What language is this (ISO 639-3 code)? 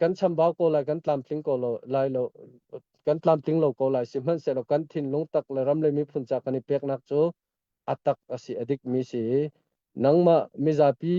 cnh